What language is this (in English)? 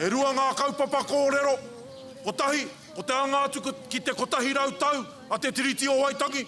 Māori